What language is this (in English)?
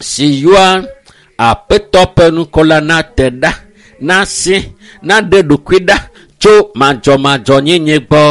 Ewe